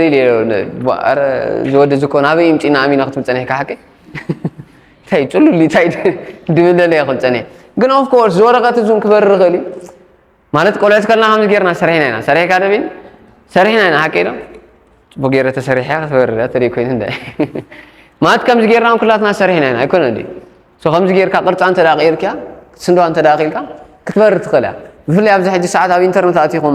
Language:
Tigrinya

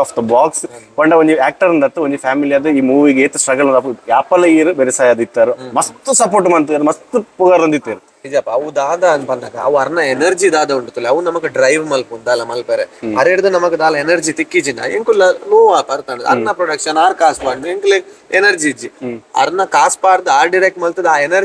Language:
Tulu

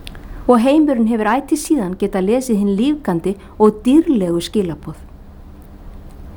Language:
Icelandic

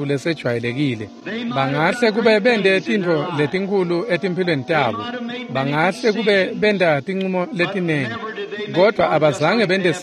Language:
Swati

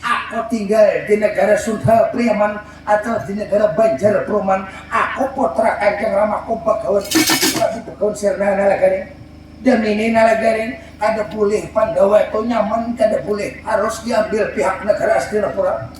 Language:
Banjar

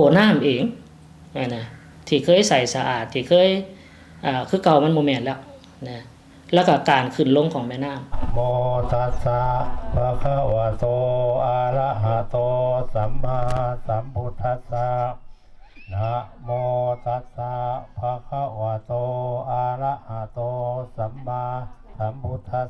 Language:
Lao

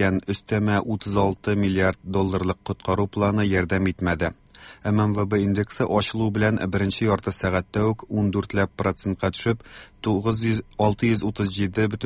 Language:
Tatar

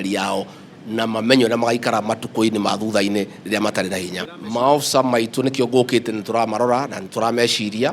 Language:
Kikuyu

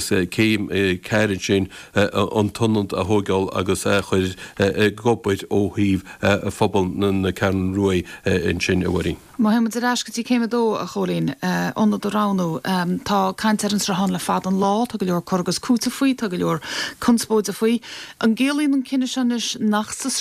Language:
Irish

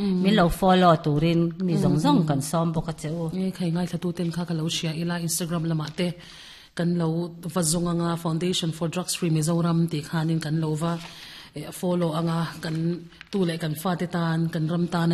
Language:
Mizo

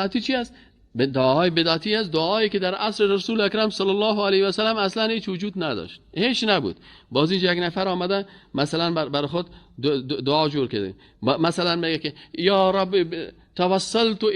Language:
Persian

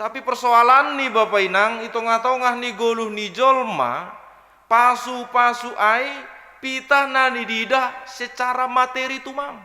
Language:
Batak Simalungun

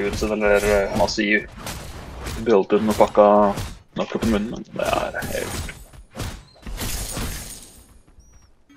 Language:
Norwegian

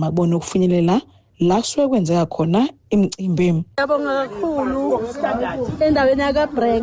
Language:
Zulu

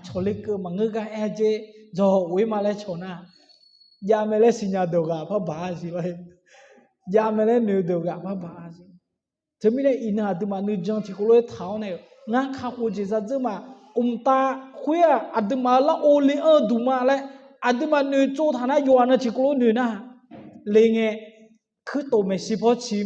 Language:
Akha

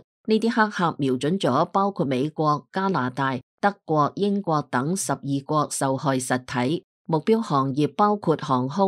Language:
Cantonese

